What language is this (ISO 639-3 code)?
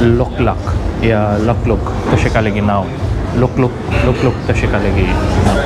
kok